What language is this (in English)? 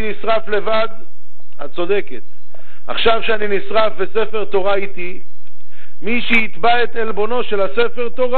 Hebrew